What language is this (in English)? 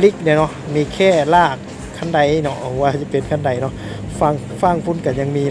Lao